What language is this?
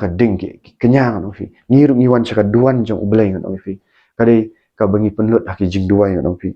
Khasi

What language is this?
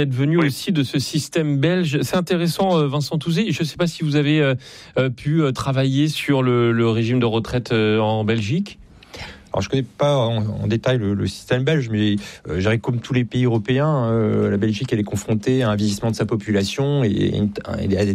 French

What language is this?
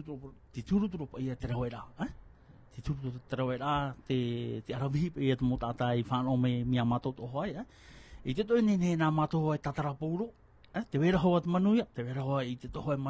Tahitian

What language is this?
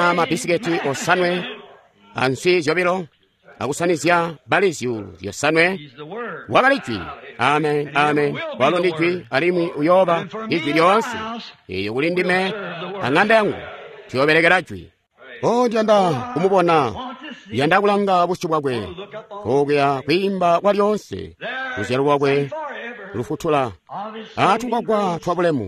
Tonga (Zambia)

